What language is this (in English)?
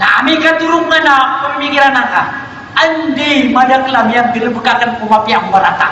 Maranao